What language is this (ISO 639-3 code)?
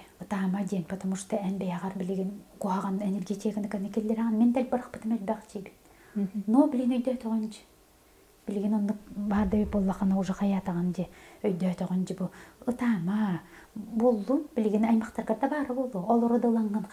sah